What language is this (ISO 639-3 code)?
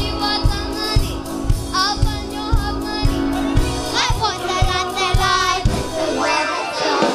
mri